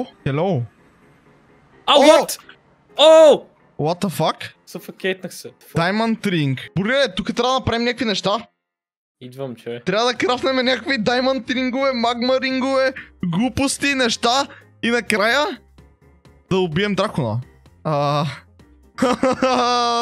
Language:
Bulgarian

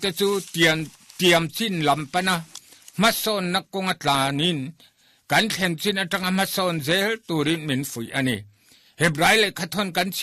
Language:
Mizo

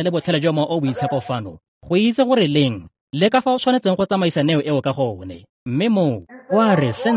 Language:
Tswana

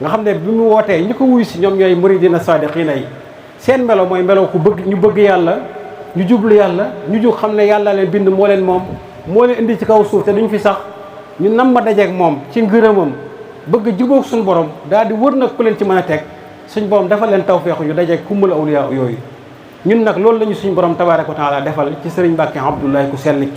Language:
Wolof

